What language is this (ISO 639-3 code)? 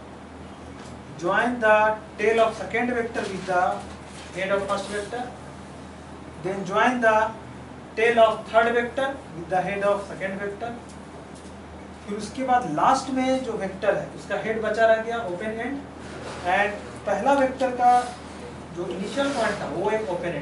hin